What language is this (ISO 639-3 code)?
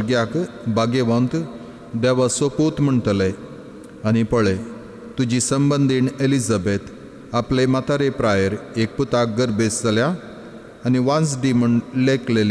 kok